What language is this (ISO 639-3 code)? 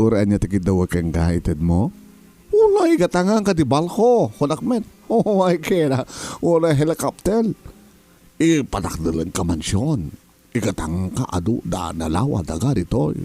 ilo